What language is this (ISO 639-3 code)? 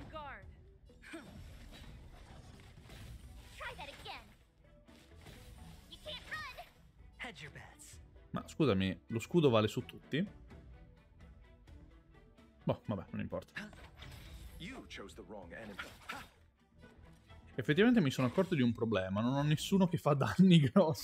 ita